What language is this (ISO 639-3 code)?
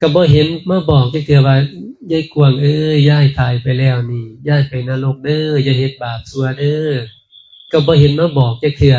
lao